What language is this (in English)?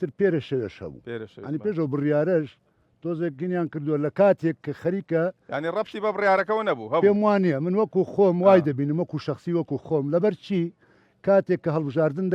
Central Kurdish